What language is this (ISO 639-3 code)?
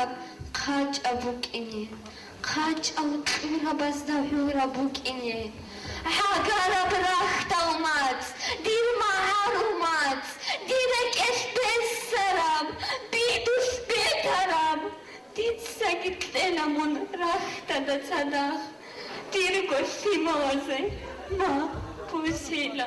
ava